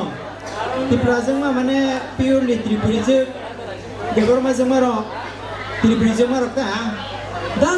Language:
Kok Borok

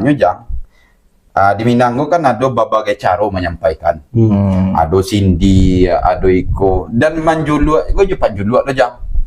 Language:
Minangkabau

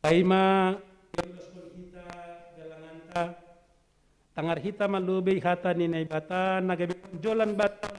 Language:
Batak Simalungun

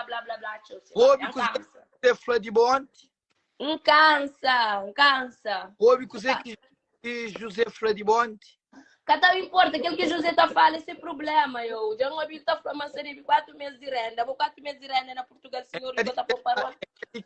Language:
Kabuverdianu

